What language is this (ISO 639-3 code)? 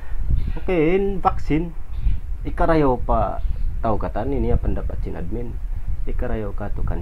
tsg